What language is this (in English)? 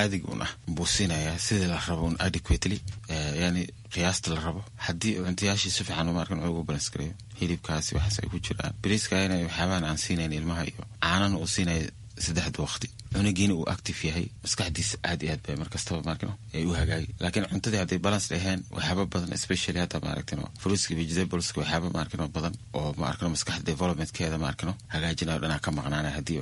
Somali